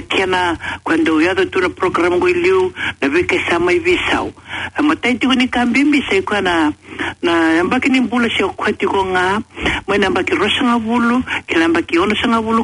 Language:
Fijian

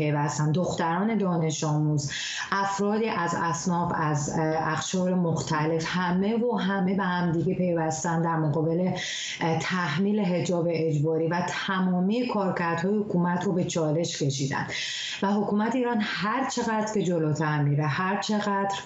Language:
Persian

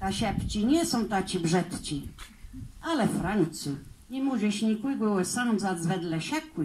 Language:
Kashubian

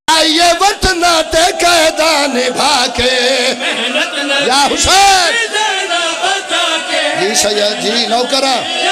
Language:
Pahari-Potwari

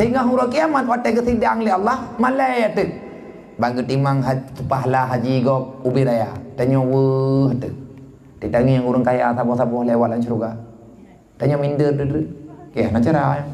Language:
Achinese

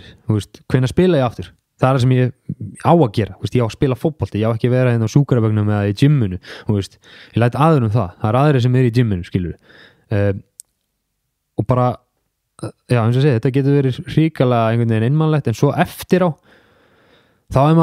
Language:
Icelandic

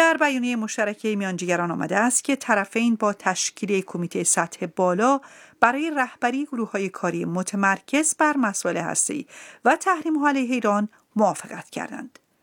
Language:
Persian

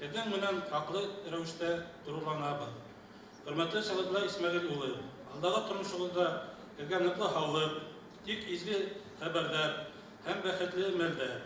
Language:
Bashkir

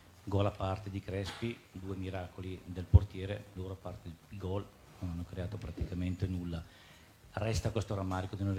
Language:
Italian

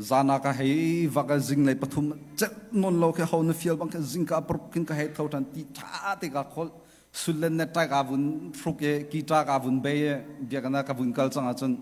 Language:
Hakha Chin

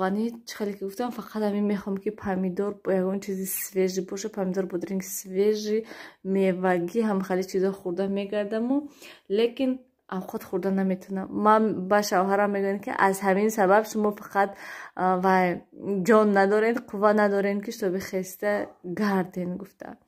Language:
Tajik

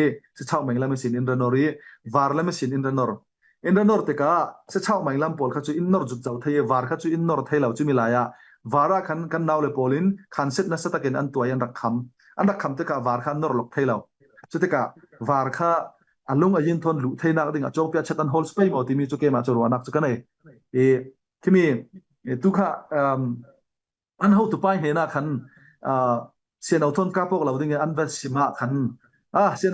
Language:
Falam Chin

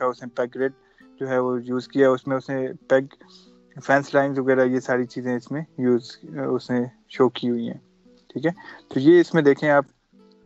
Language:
Urdu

